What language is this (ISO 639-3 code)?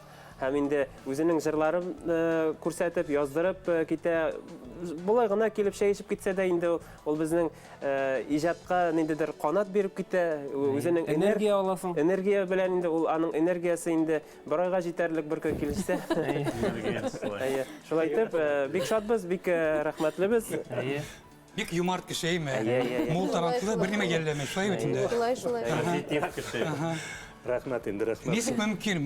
bak